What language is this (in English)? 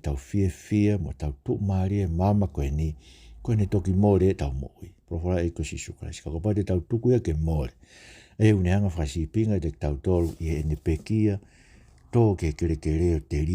Tongan